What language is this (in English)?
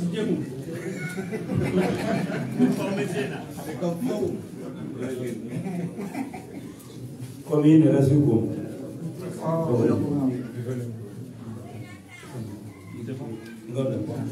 Swahili